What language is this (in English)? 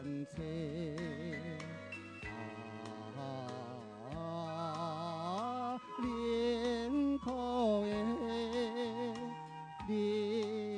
Min Nan Chinese